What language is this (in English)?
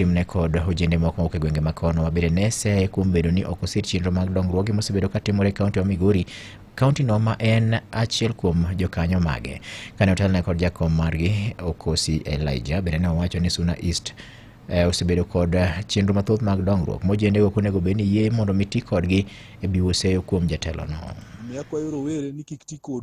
Luo (Kenya and Tanzania)